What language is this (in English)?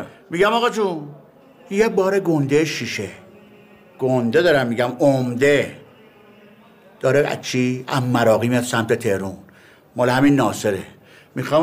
Persian